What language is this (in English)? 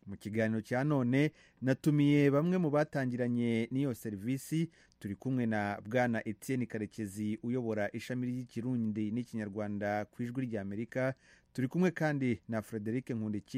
Kinyarwanda